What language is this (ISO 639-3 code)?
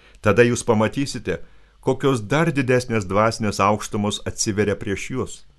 lit